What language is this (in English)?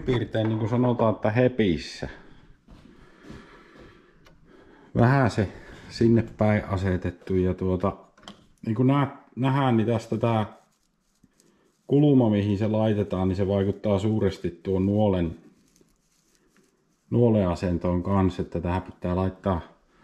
Finnish